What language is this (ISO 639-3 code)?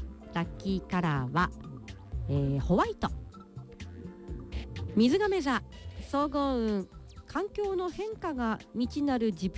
jpn